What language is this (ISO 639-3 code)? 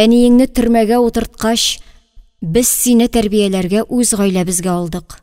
tat